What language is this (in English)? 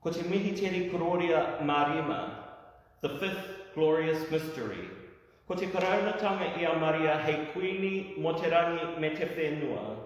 Māori